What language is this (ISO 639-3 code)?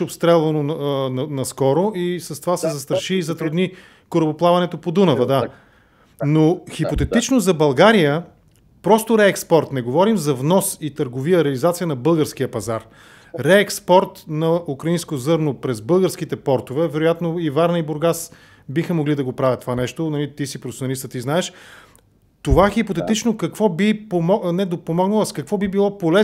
bul